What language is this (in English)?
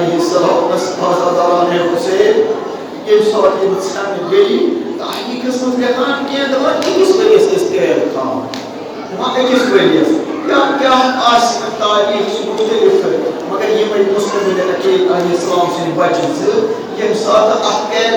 Kashmiri